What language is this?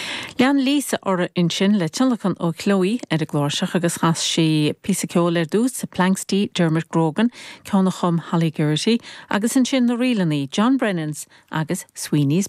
Irish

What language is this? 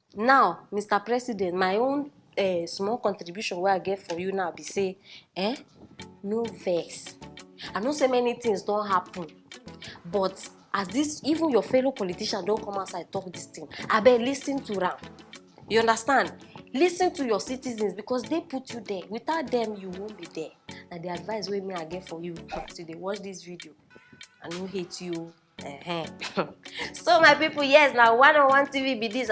Nigerian Pidgin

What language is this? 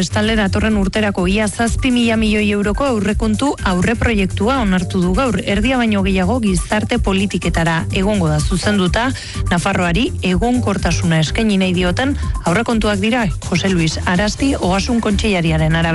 Basque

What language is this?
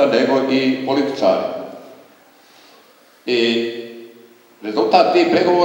Croatian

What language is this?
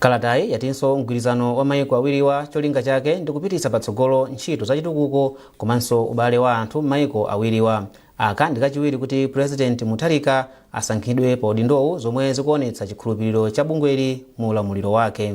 Nyanja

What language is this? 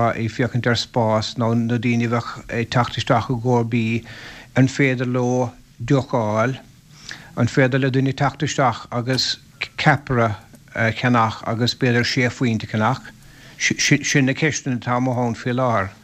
Irish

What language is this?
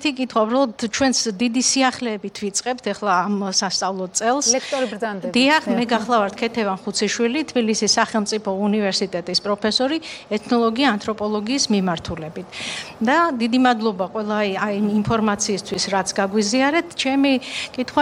Georgian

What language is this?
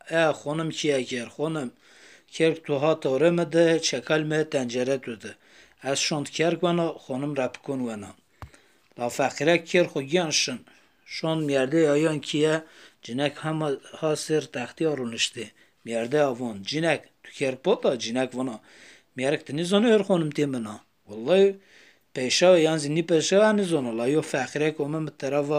Zaza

